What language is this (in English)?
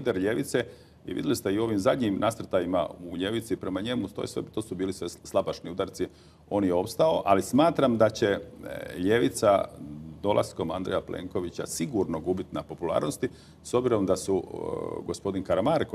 Croatian